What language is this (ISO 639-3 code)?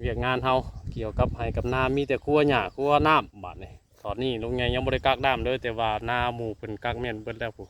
tts